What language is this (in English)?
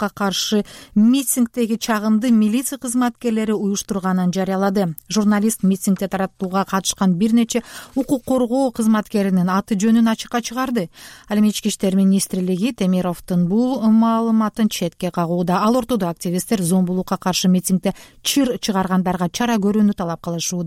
Kyrgyz